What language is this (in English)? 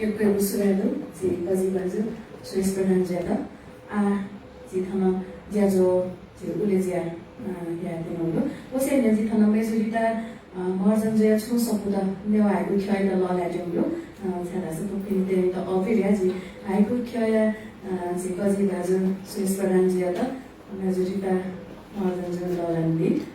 Newari